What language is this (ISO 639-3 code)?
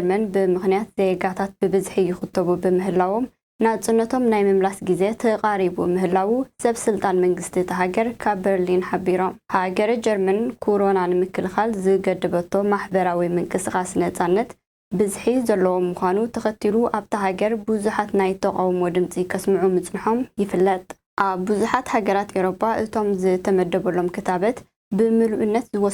tir